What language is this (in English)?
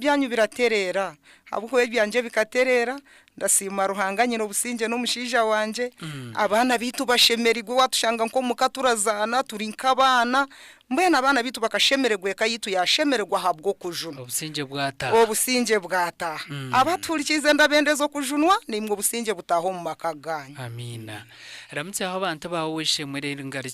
Nyankole